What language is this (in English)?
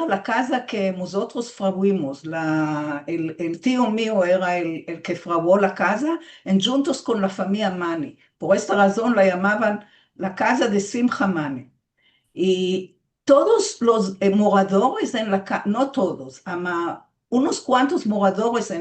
Ladino